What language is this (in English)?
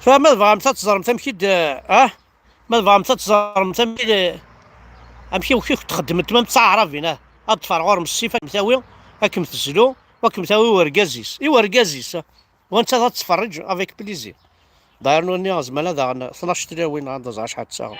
Kabyle